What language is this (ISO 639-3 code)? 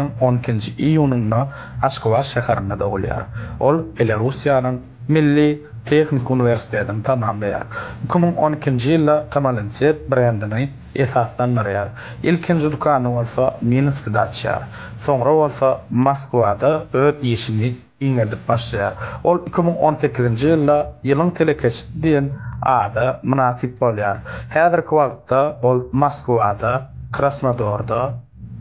tuk